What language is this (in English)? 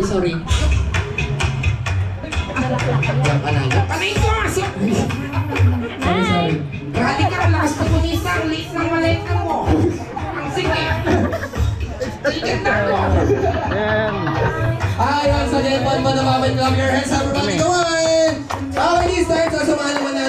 Filipino